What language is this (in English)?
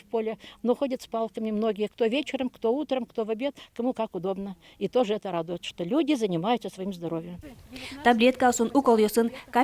Udmurt